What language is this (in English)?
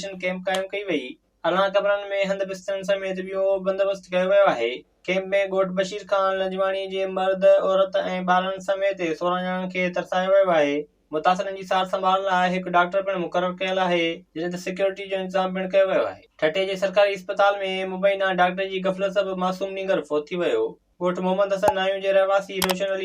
Sindhi